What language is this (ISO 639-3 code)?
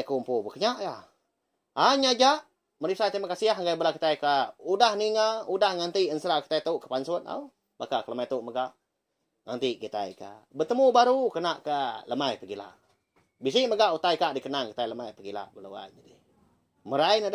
iba